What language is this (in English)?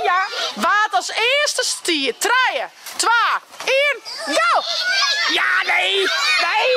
Western Frisian